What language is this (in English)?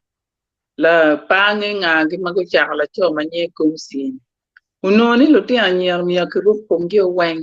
Acoli